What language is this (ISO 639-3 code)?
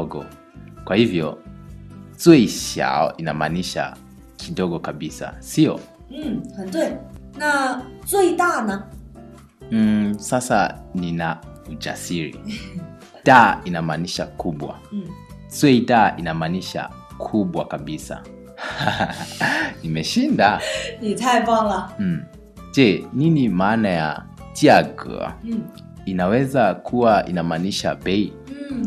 swa